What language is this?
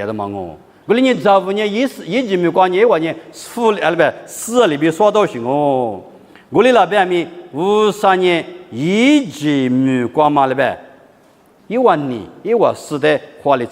Lisu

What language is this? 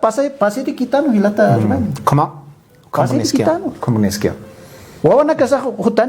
Aymara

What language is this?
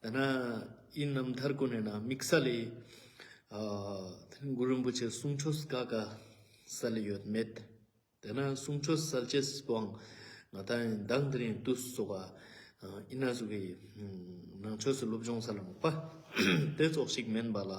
Ladakhi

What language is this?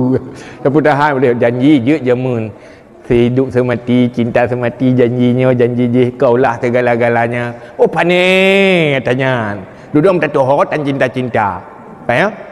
Achinese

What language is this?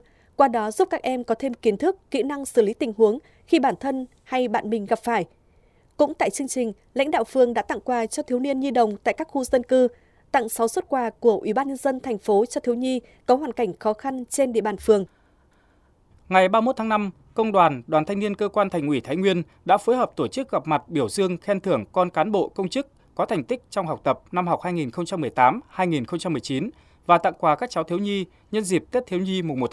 Vietnamese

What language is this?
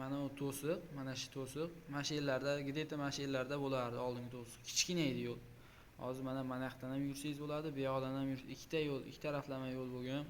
Uzbek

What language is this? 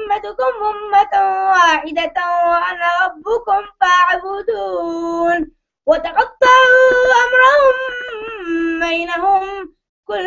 Arabic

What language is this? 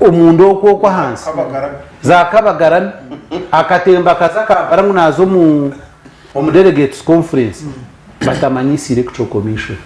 Nyankole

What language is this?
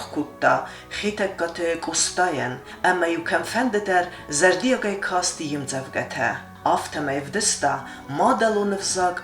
Ossetic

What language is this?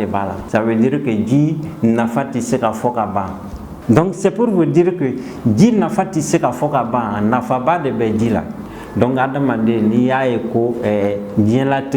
Bambara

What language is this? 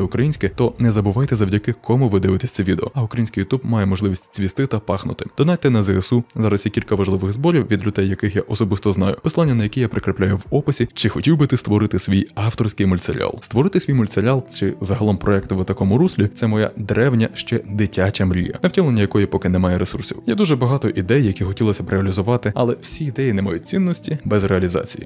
Ukrainian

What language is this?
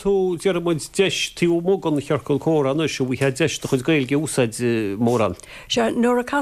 Irish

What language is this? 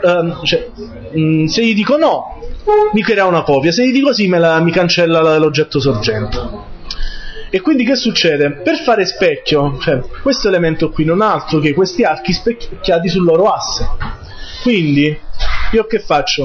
Italian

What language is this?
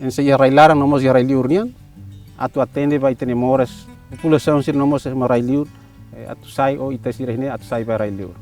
Tetum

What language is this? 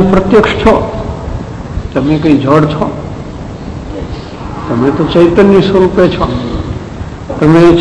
Gujarati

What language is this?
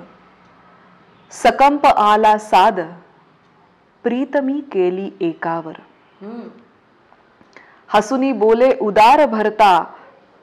Marathi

